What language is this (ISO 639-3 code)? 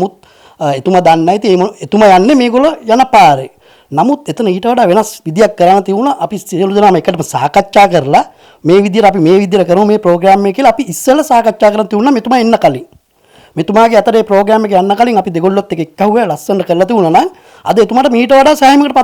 sin